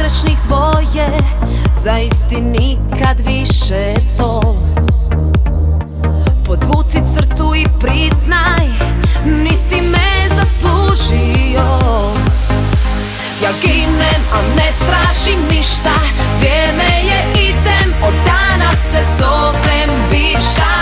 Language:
Croatian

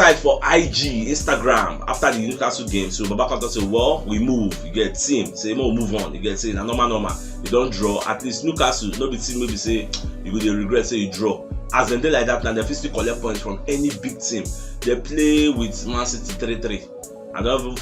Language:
Nigerian Pidgin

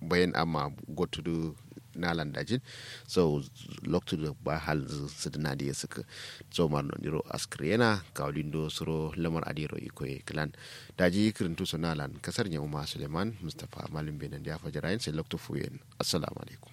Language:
Kanuri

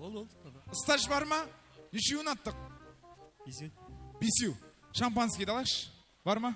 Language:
Kara-Kalpak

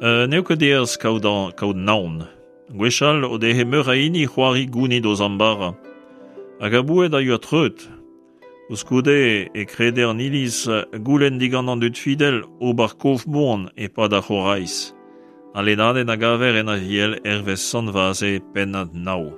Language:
Breton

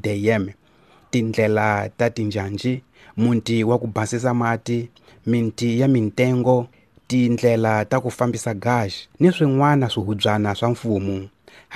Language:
Tsonga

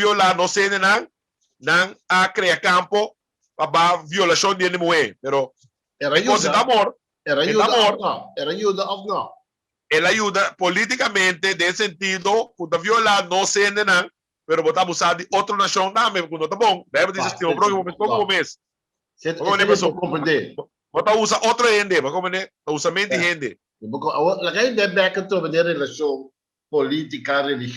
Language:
Papiamento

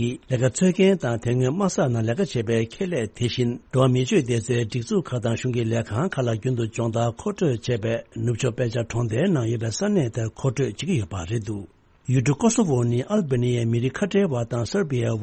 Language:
Tibetan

